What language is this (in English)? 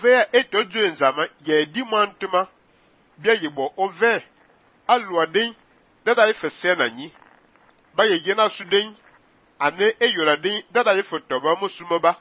Fang